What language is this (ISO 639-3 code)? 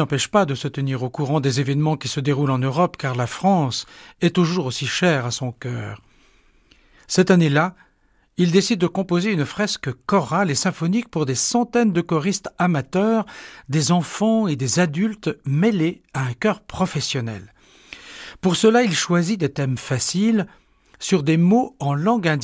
fra